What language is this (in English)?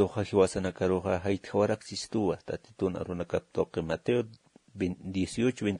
Aymara